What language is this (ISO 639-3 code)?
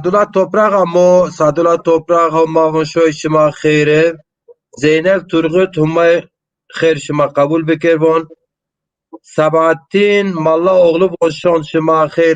zza